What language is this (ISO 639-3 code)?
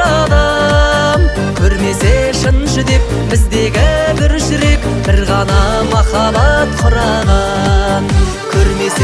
kaz